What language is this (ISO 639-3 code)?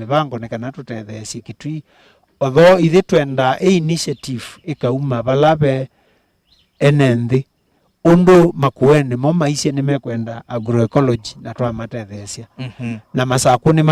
kam